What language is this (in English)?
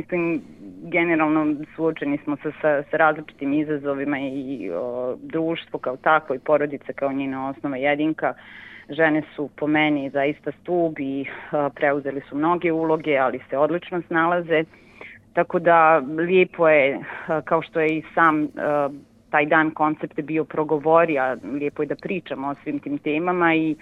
Serbian